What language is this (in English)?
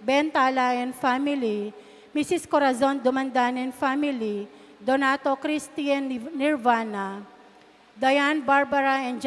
Pampanga